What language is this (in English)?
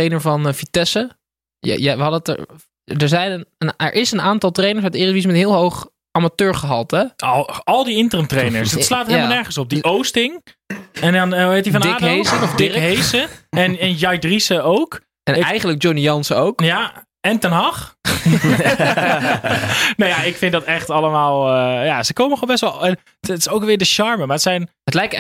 Dutch